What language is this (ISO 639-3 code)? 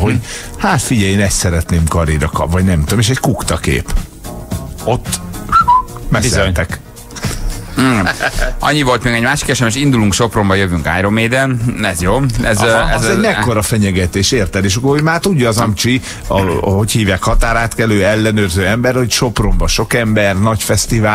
hun